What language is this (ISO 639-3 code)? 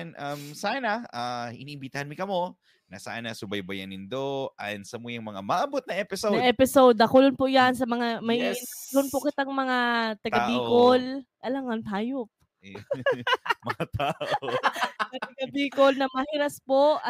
bik